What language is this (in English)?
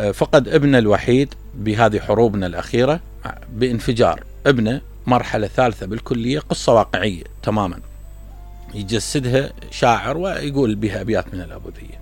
Mesopotamian Arabic